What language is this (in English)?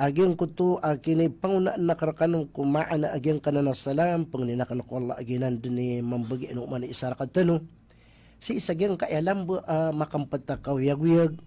Maranao